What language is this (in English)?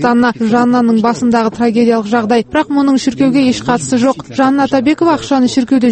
Kazakh